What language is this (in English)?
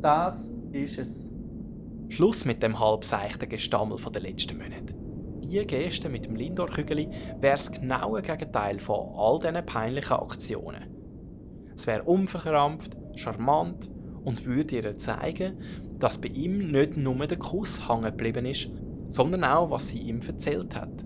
Swiss German